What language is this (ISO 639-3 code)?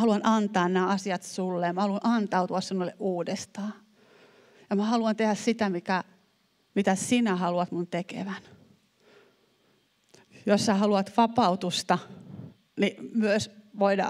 fin